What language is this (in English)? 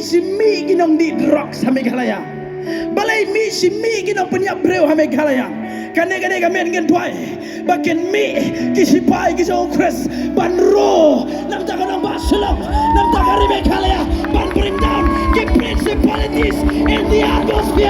Khasi